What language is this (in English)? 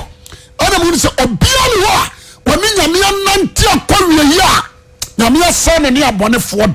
Akan